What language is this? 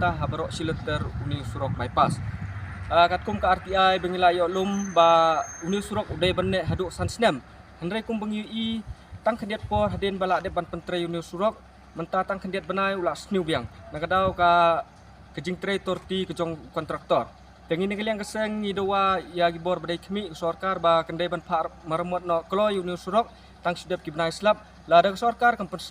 Khasi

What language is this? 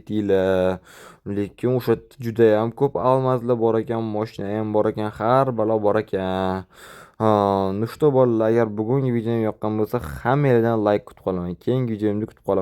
Uzbek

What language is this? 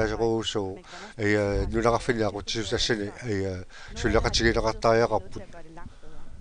Kalaallisut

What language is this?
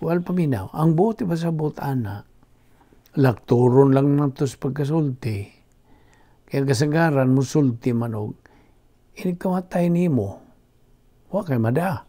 Cebuano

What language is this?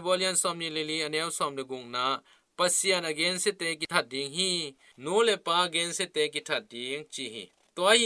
Tedim Chin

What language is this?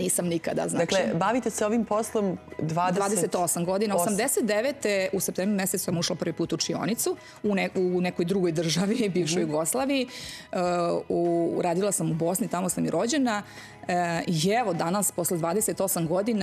Serbian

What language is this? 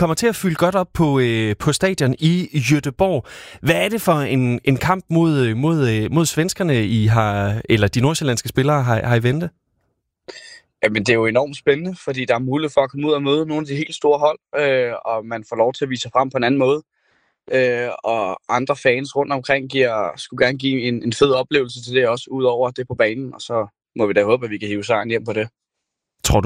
Danish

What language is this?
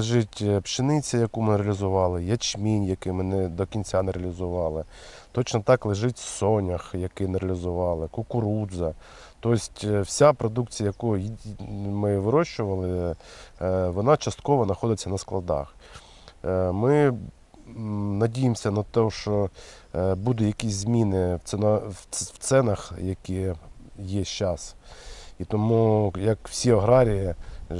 Ukrainian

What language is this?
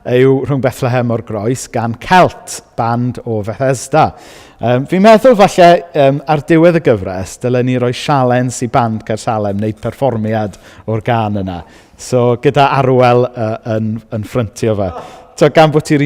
Welsh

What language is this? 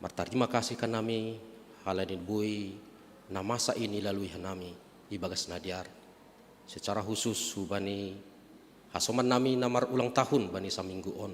Batak Simalungun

